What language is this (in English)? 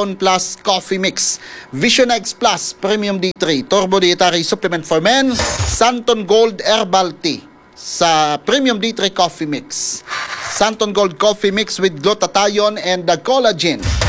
Hiligaynon